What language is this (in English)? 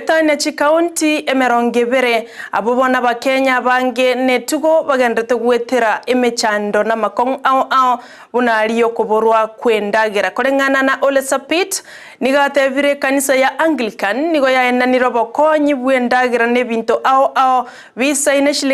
Gusii